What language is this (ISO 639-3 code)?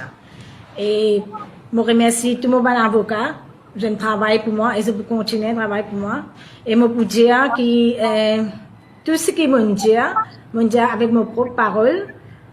mfe